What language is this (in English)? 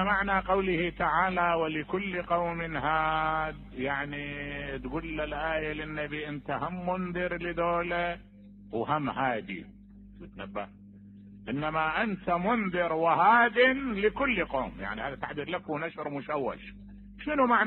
Mesopotamian Arabic